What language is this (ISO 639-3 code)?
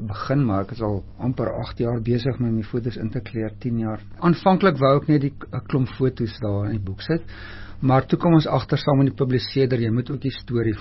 afr